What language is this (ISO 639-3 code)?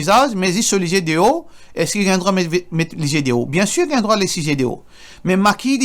mfe